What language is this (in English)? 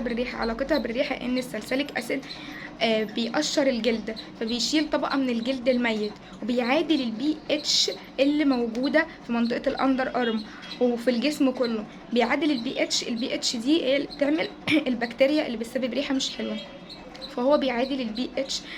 Egyptian Arabic